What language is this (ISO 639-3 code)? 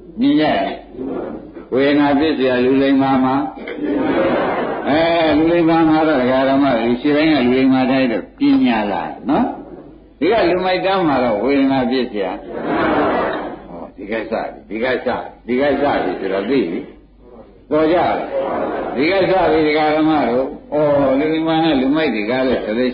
mya